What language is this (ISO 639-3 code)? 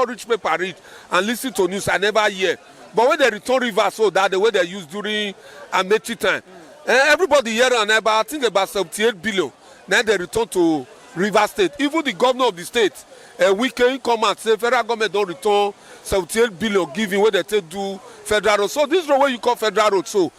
pcm